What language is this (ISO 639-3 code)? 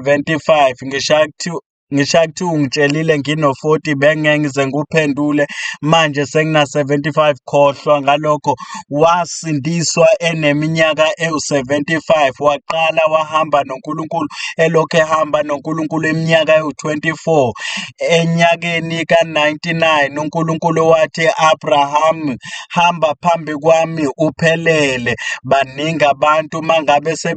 zul